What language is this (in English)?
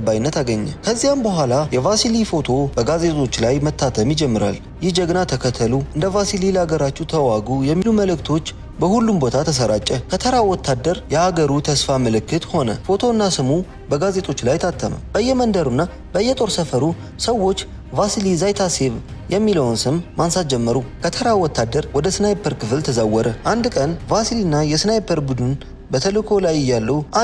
Amharic